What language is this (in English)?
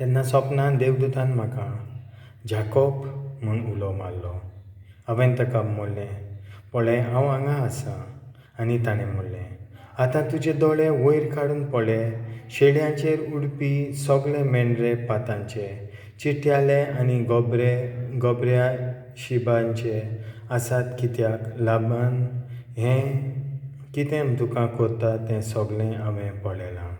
Konkani